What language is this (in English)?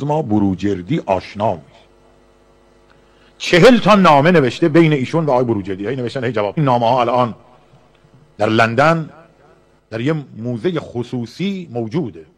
Persian